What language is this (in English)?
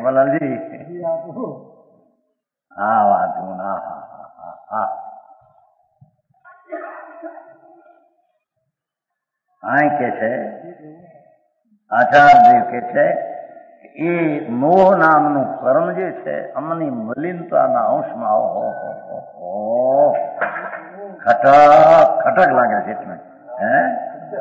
Gujarati